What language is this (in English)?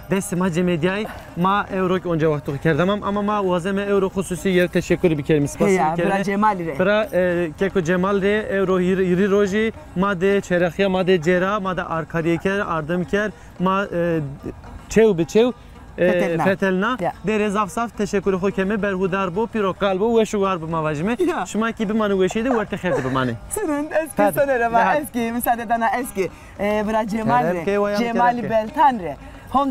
Zaza